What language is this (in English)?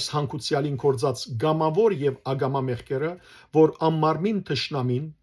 Western Armenian